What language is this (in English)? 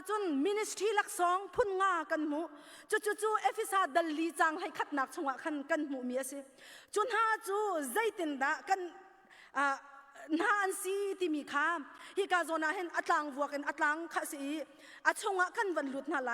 Hakha Chin